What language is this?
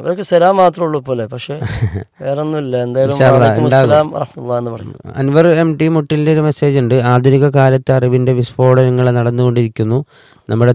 Malayalam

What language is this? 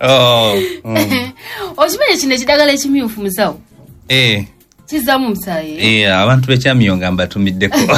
Ganda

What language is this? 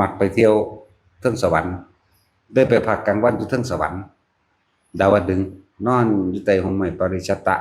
Northeastern Thai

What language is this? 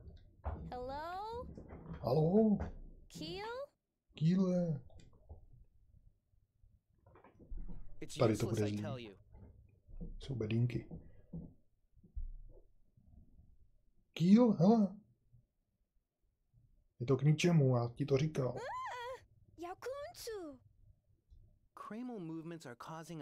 Czech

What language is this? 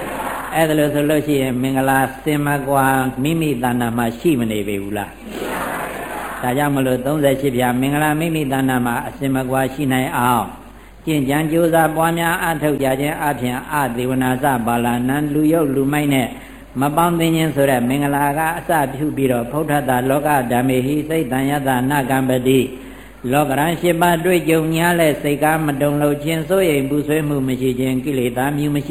Burmese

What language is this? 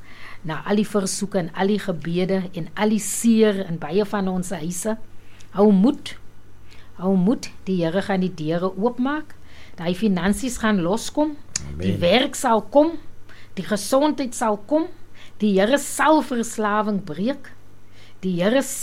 Afrikaans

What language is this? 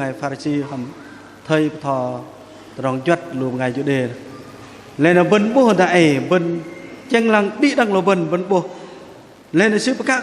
Bahnar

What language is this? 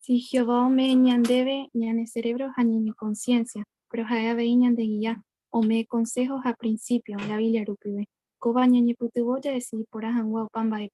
Guarani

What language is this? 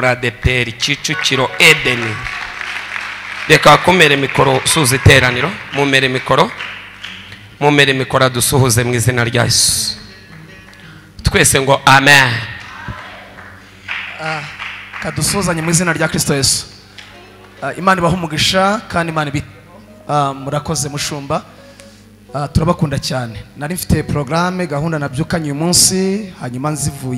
Kinyarwanda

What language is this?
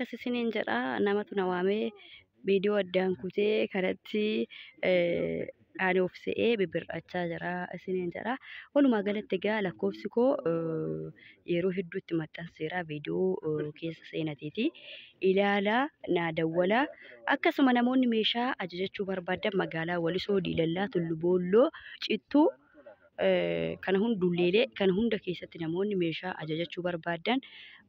Oromo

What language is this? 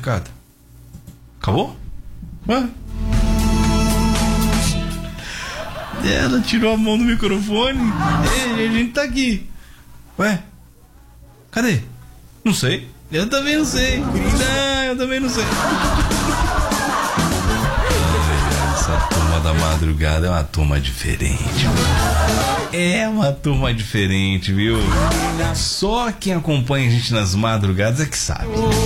Portuguese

